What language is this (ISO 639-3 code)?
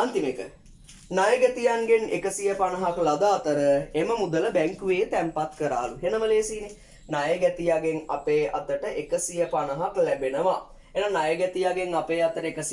sin